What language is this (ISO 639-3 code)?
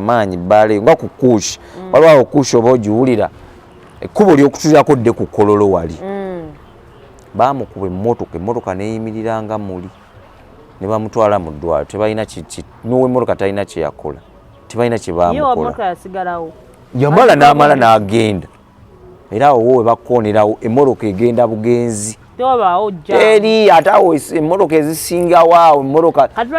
lug